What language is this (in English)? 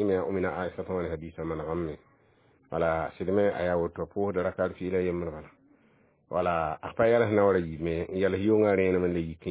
Mossi